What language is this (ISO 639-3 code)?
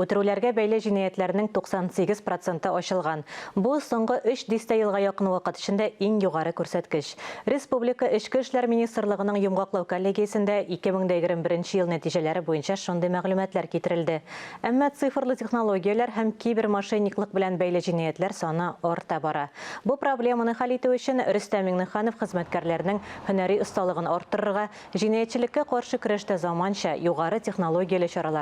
tat